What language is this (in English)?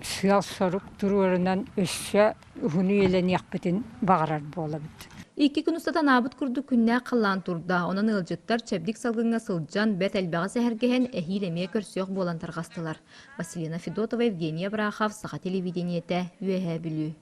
Yakut